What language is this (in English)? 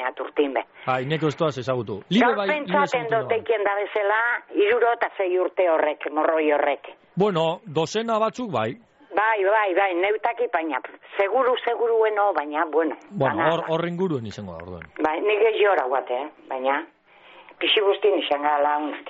Basque